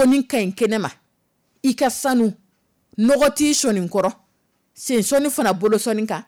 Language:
Dyula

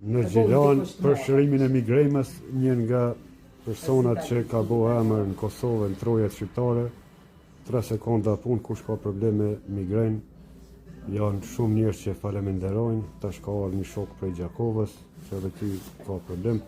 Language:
Albanian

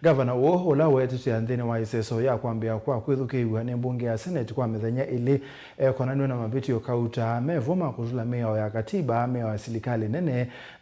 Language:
Kamba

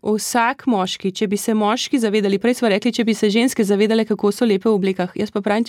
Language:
Slovenian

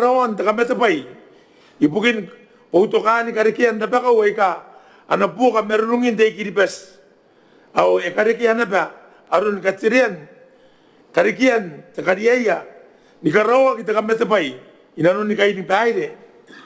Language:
Gilbertese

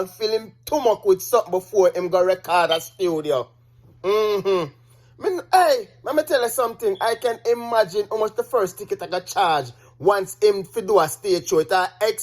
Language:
Jamaican Creole English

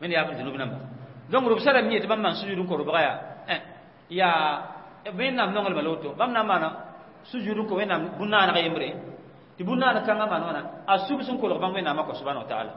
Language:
Mossi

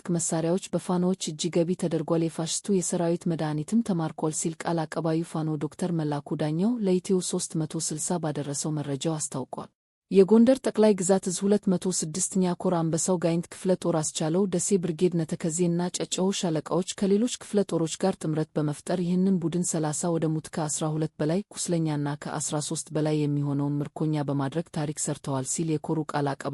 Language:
Amharic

